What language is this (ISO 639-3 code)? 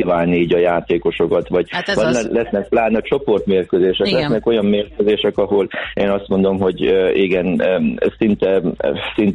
hun